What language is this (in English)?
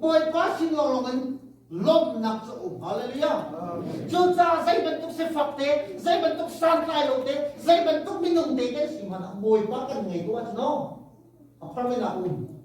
Hakha Chin